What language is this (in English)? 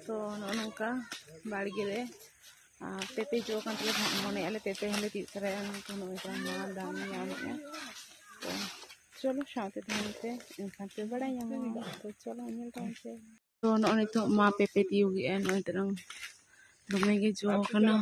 Santali